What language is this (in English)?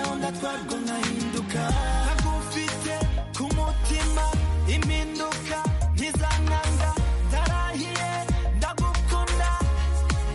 Kinyarwanda